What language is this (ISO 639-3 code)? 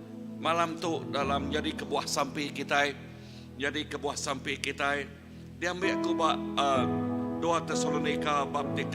iba